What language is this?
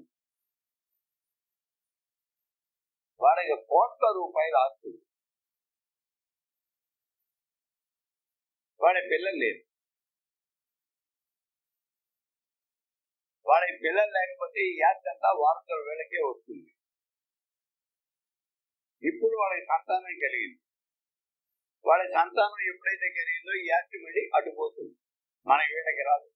Telugu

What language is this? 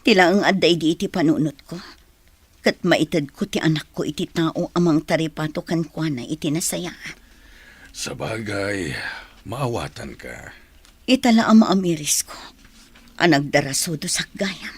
Iloko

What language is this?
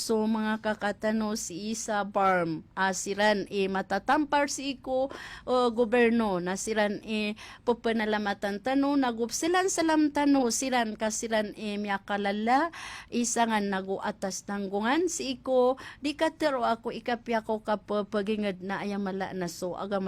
Maranao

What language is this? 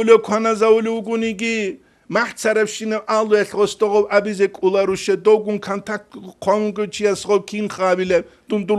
Avaric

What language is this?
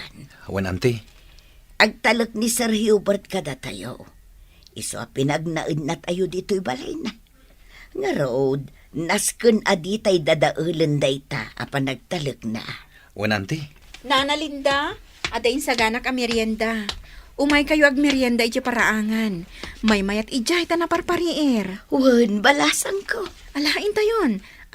Iloko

